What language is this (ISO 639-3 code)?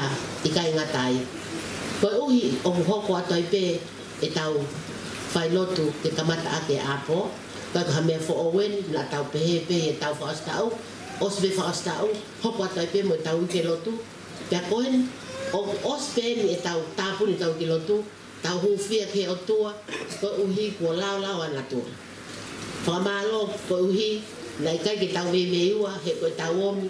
ton